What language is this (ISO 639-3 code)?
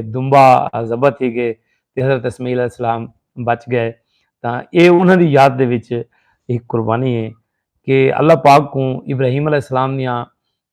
skr